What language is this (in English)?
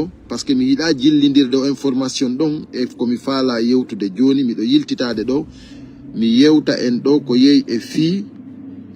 Pular